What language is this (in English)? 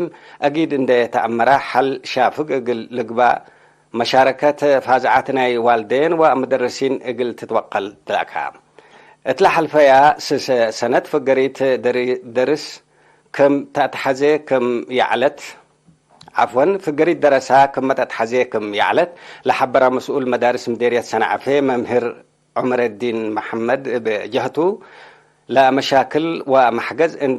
Tigre